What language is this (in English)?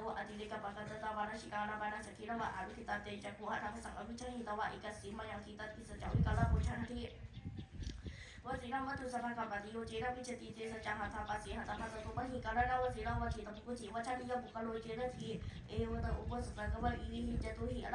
Pali